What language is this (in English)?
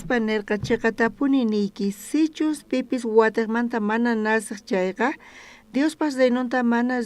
South Bolivian Quechua